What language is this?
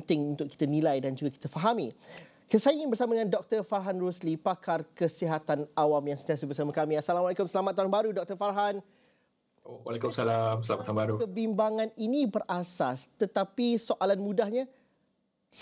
Malay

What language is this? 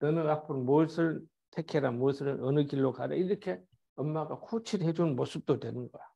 Korean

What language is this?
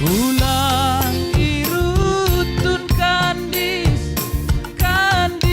Batak Simalungun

